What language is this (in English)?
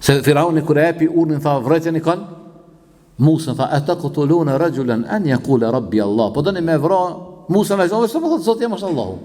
Albanian